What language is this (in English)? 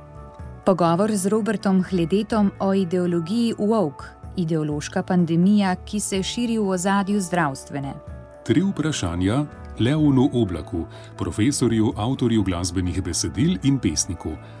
Slovenian